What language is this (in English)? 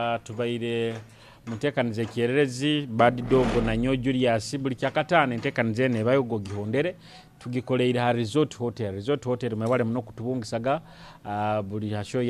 Nyoro